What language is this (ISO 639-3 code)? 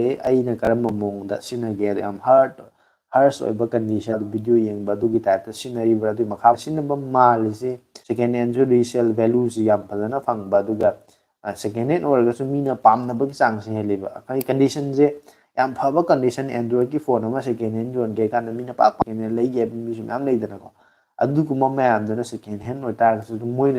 mni